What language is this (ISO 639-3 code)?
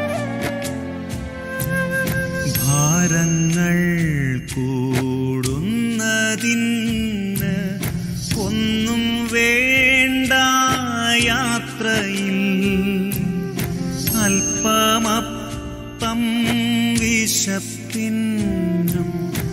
mal